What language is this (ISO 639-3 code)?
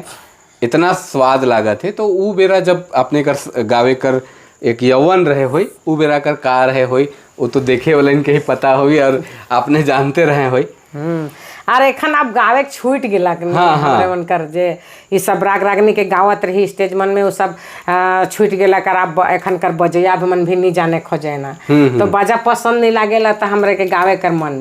sck